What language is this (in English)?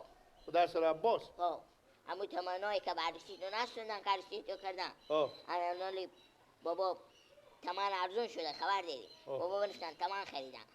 Persian